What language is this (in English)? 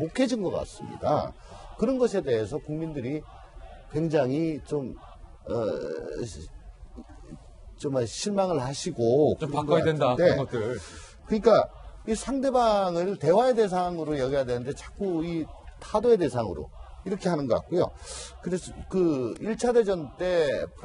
Korean